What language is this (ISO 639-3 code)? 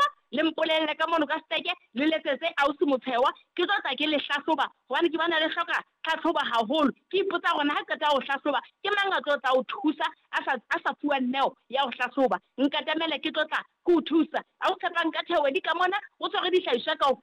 sot